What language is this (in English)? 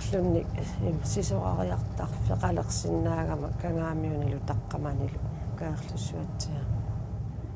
Kalaallisut